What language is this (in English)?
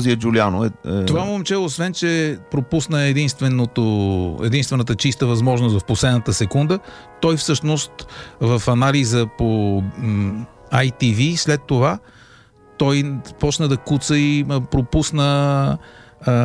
Bulgarian